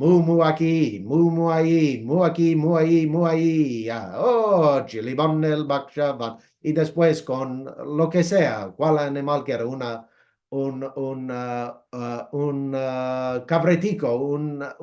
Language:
Ladino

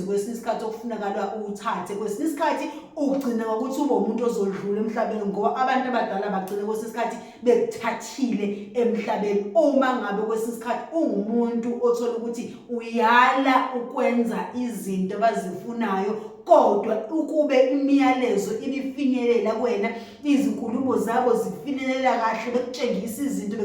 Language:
Zulu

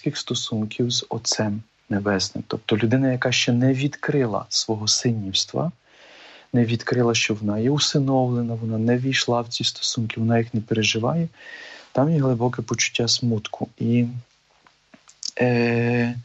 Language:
Ukrainian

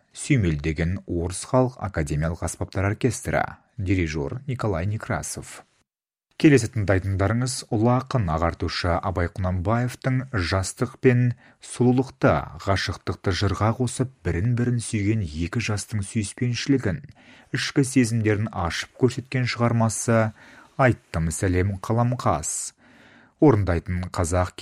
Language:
Kazakh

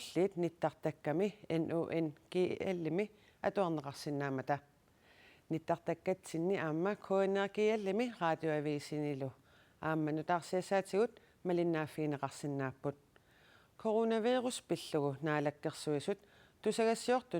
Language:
Kalaallisut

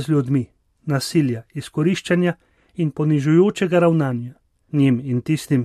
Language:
Slovenian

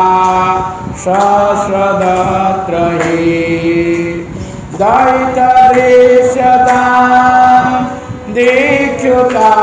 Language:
Odia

